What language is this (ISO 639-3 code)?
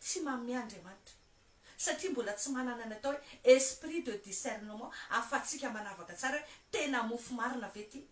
mlg